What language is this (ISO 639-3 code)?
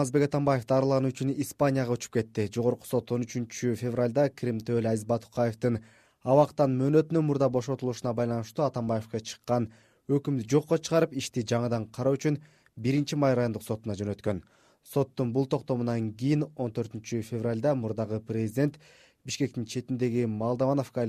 kir